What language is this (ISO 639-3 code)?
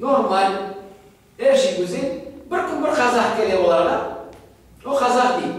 crh